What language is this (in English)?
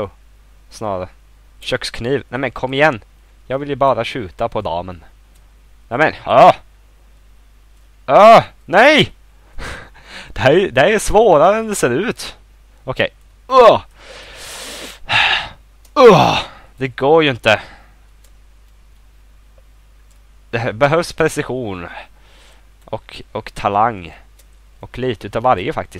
Swedish